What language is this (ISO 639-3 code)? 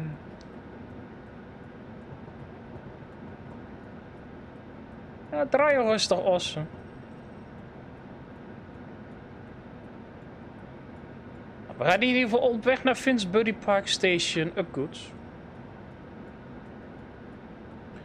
nld